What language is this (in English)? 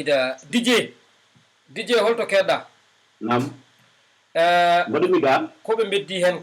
Fula